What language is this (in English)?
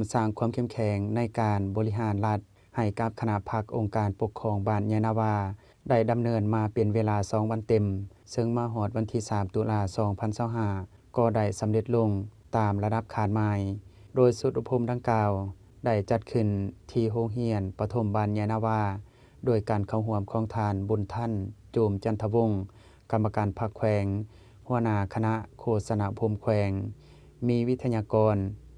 Lao